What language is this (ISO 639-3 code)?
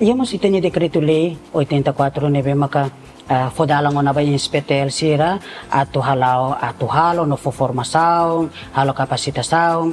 tet